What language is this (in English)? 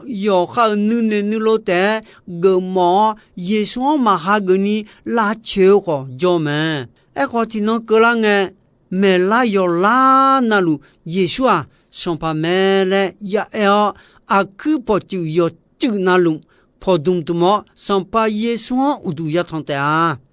Akha